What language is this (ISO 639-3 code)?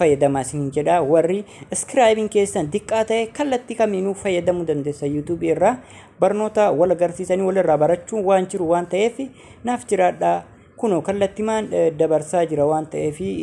orm